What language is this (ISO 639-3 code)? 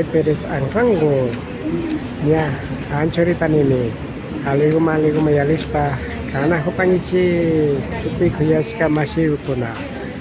qvi